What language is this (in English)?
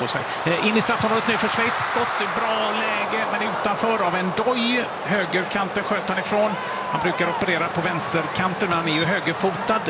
Swedish